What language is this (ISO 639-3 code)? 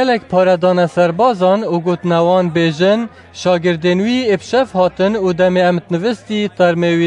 kur